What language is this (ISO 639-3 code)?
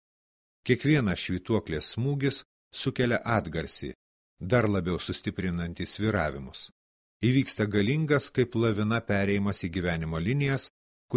lit